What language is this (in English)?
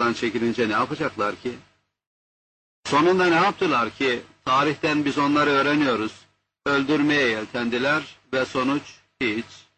Turkish